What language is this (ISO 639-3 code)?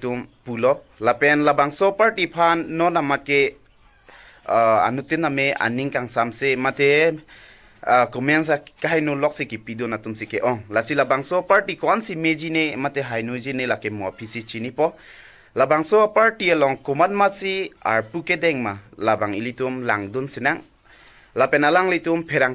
mjw